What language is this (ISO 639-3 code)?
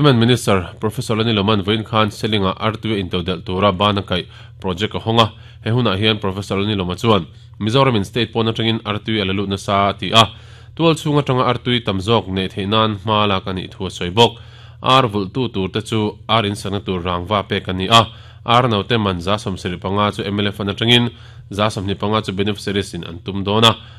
lus